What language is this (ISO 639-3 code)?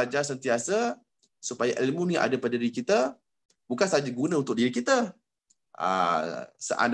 msa